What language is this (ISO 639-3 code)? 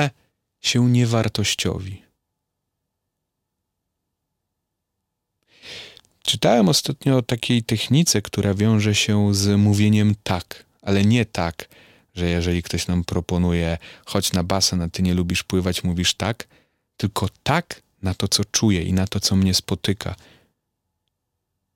pol